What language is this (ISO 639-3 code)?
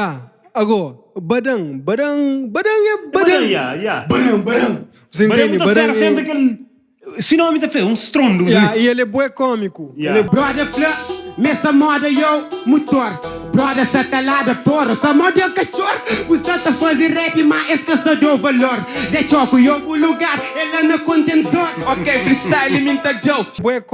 kea